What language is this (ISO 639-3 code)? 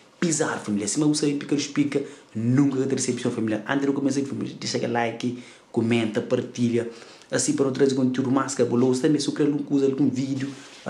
kea